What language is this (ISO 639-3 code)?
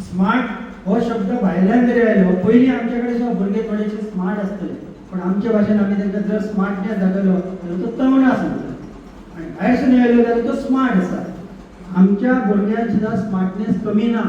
kok